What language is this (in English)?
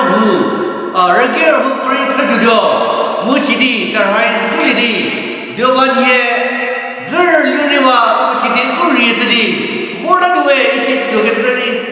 Angami Naga